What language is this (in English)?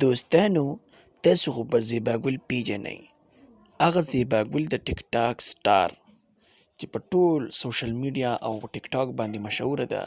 Pashto